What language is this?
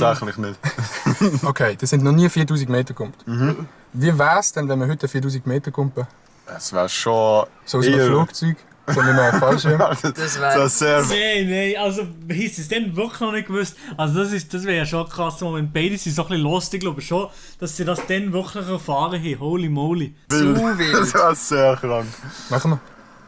Swiss German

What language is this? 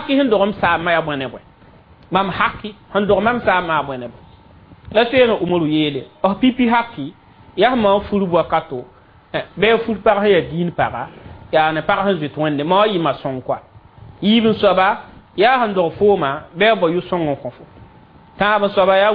Mossi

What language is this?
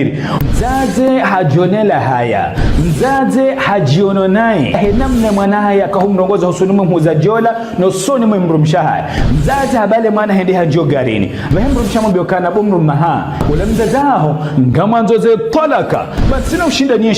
Ngazidja Comorian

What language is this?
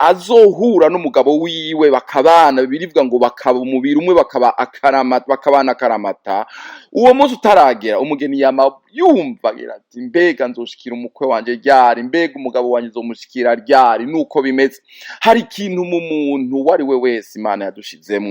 Rundi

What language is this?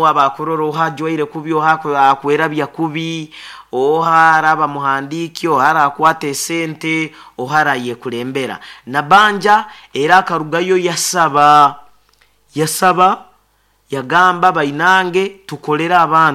Nyoro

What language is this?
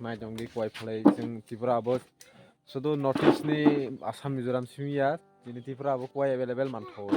Kok Borok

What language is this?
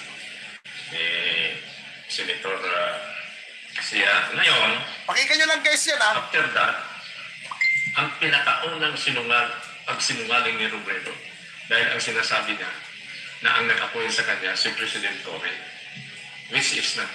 Filipino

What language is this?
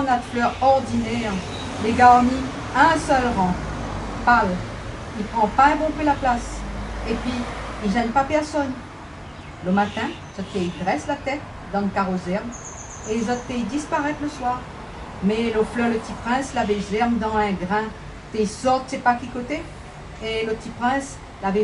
Réunion Creole French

